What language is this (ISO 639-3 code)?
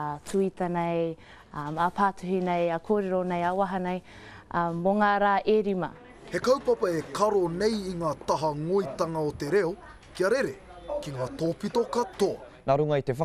mri